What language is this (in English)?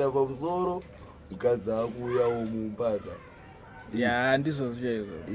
Shona